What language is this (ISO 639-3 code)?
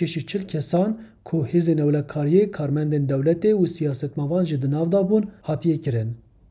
kur